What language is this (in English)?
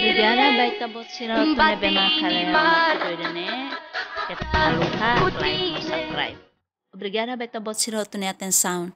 Tetum